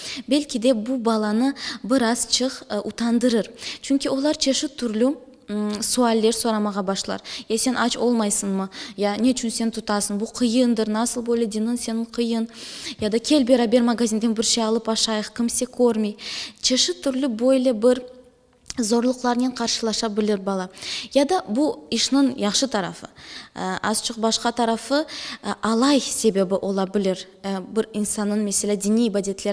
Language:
Crimean Tatar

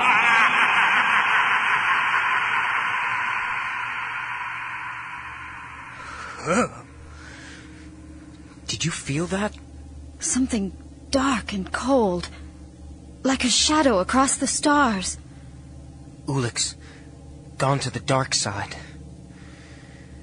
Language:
English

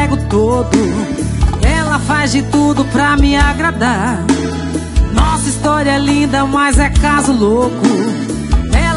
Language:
Portuguese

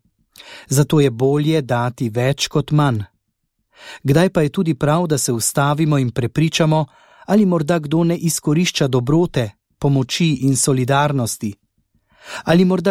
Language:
Slovenian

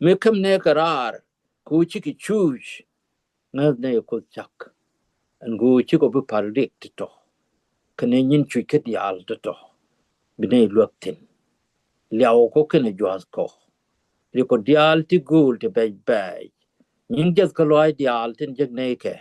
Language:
Nuer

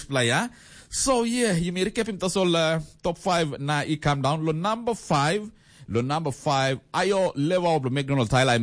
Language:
Tok Pisin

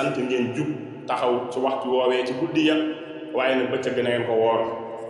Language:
Wolof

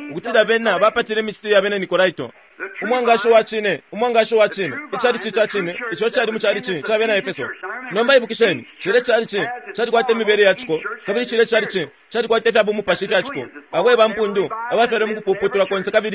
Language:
Bemba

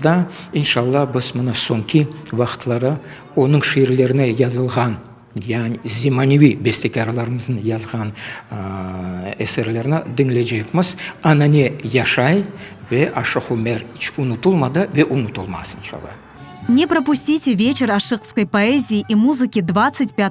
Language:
Crimean Tatar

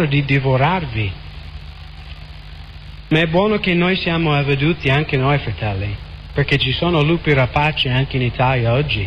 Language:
Italian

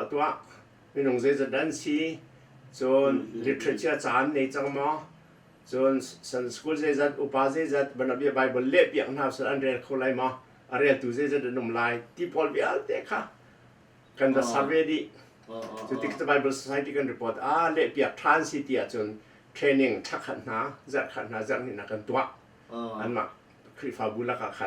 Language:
Hakha Chin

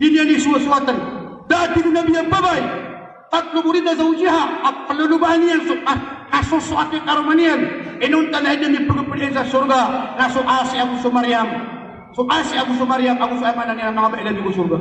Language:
Maranao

